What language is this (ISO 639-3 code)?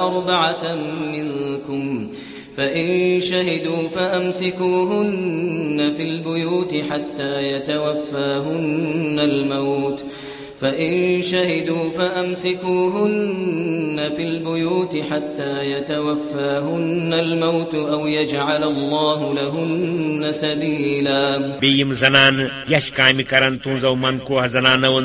kas